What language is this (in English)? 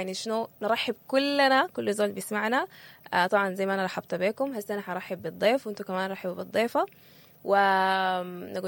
Sudanese Arabic